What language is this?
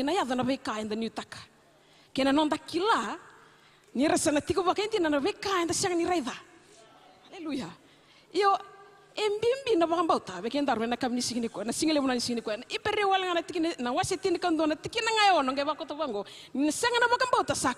Fijian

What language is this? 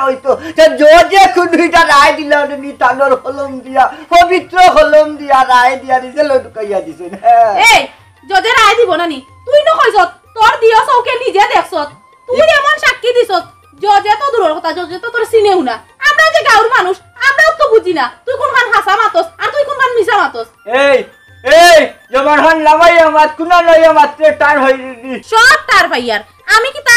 Sylheti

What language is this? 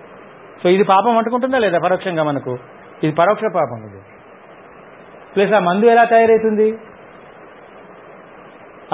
Telugu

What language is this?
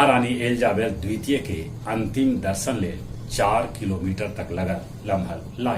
Magahi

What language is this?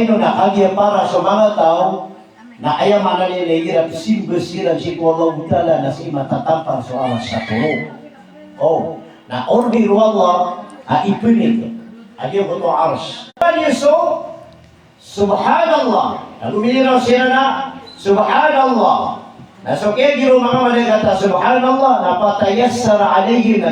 Maranao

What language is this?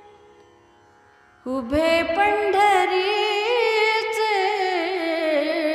Marathi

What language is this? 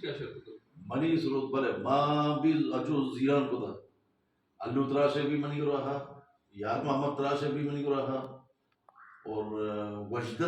Baluchi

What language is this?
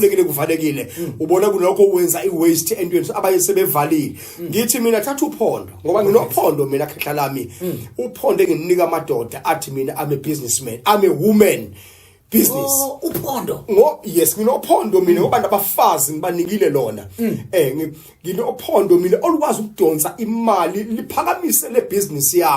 Zulu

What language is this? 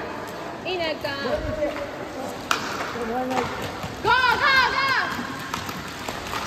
Japanese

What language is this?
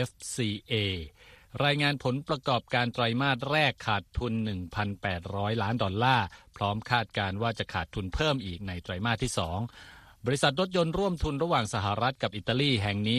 Thai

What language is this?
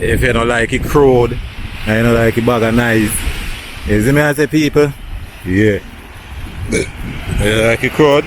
Jamaican Creole English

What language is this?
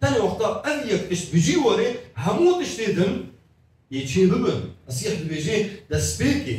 Kurdish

